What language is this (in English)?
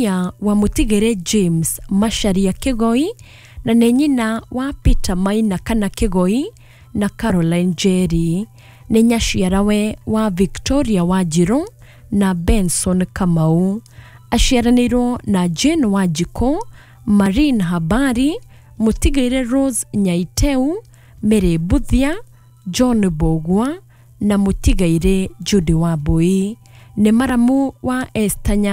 Kikuyu